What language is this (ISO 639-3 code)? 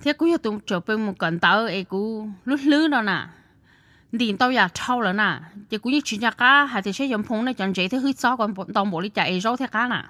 hmn